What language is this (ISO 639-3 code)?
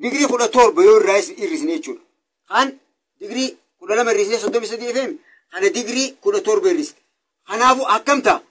orm